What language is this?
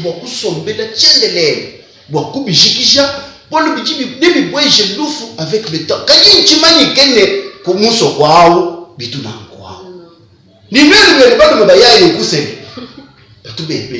Luba-Lulua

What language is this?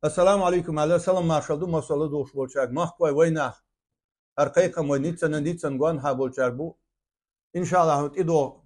Chechen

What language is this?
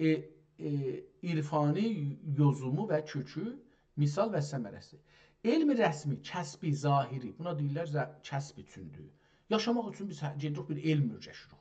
South Azerbaijani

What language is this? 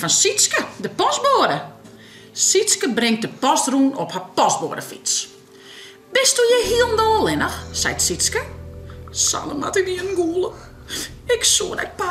Western Frisian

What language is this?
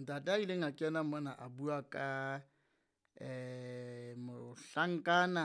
Southern Sotho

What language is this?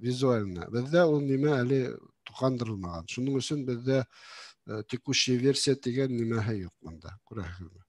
Bashkir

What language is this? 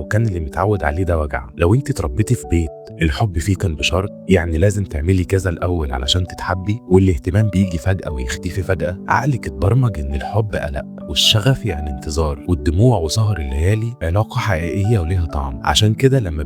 Egyptian Arabic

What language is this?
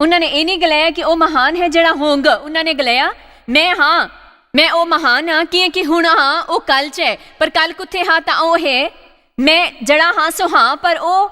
Dogri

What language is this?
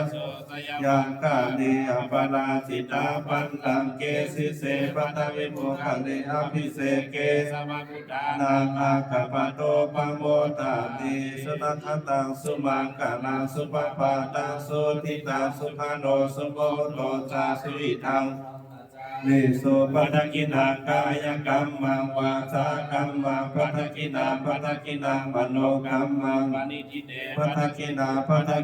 Pali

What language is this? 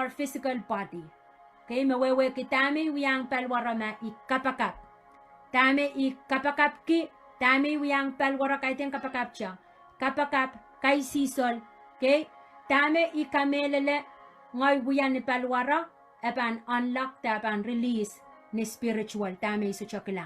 Pohnpeian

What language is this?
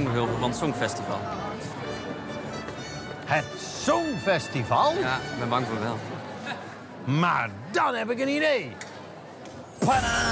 Dutch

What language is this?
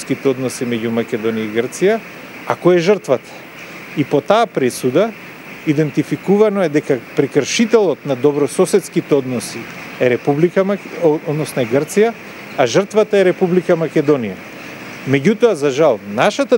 Macedonian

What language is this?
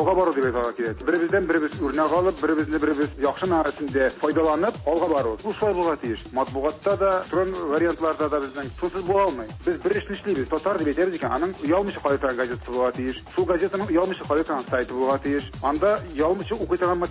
Tatar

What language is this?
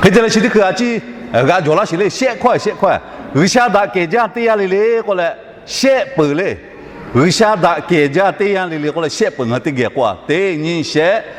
Lahu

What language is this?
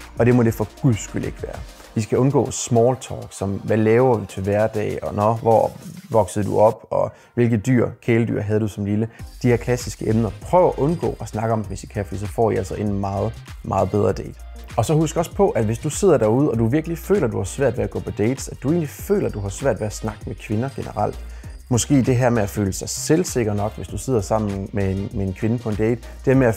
Danish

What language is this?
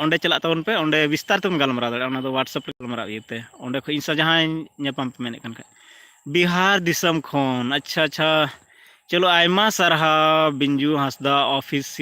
Santali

